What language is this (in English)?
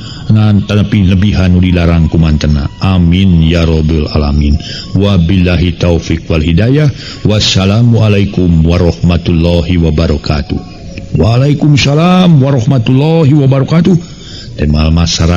Sundanese